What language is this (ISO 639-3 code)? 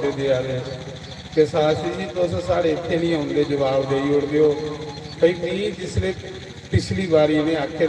doi